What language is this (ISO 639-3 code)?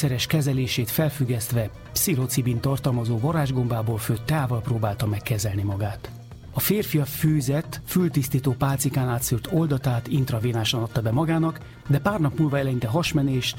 hun